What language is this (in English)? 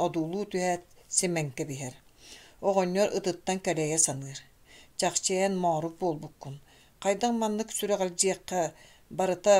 Yakut